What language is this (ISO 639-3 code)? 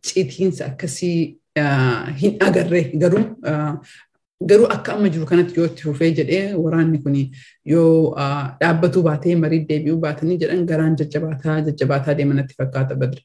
orm